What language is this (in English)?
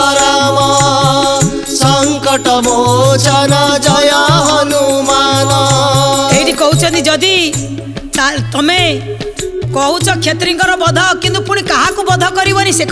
Odia